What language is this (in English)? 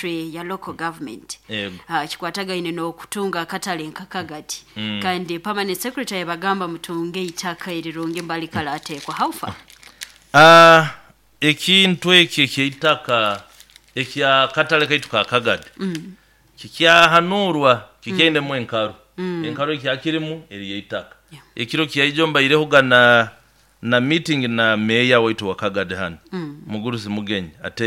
Nyoro